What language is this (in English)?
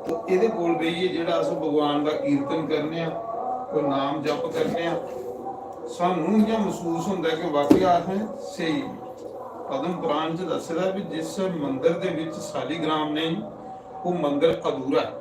Dogri